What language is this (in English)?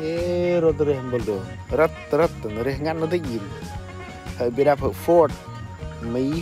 Central Mnong